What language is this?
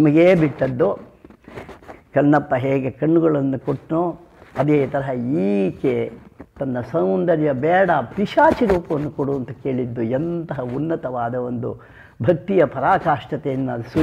Kannada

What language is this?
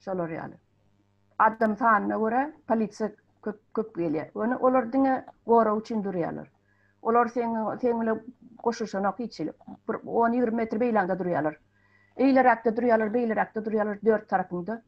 Turkmen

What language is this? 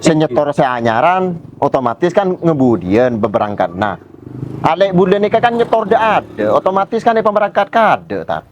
Madurese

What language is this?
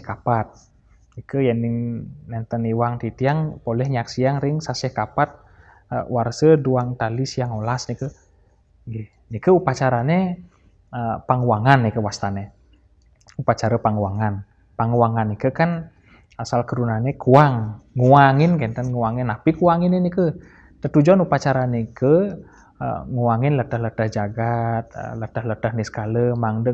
Balinese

